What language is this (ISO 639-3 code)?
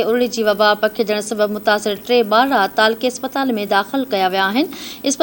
snd